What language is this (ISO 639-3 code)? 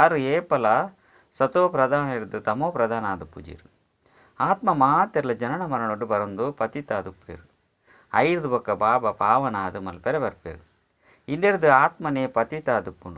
tcy